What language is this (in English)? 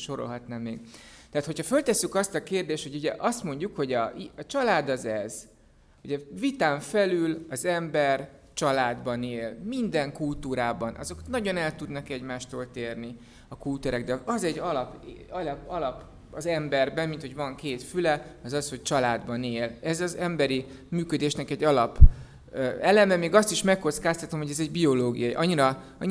Hungarian